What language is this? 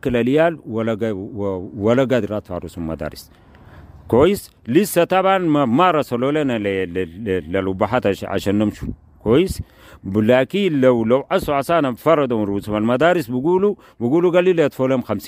Sudanese Arabic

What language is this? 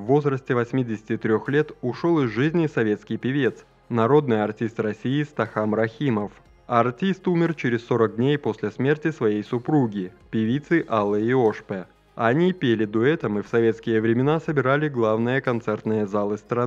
Russian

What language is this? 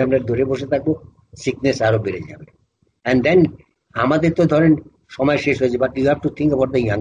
Bangla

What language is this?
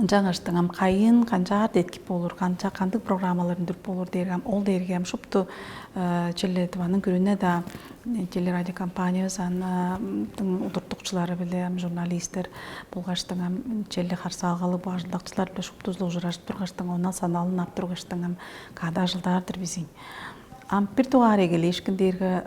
Tuvinian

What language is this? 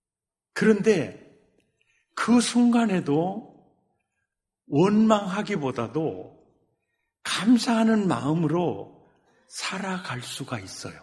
Korean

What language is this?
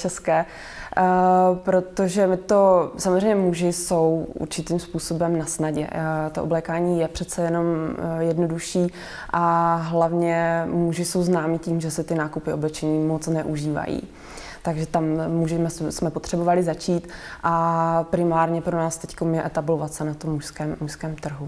Czech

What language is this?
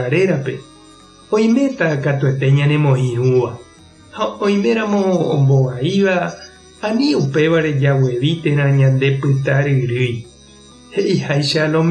Guarani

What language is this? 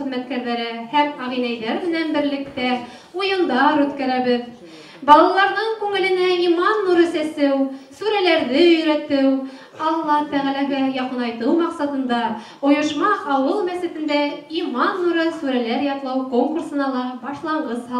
Bashkir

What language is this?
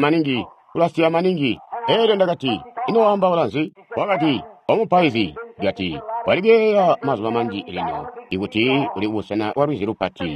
Tonga (Zambia)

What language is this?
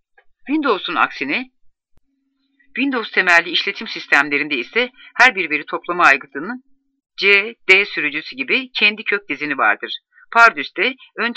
Turkish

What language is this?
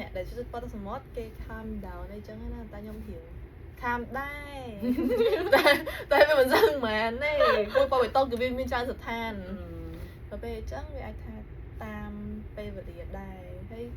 Khmer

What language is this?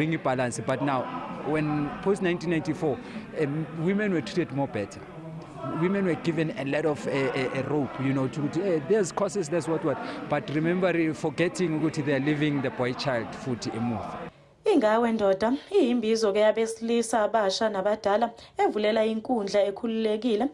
Zulu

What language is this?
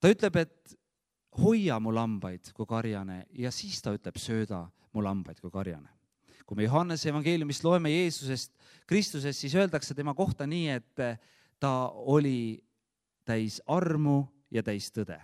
Estonian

